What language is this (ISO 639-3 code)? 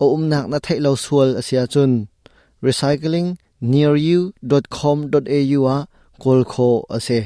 cnh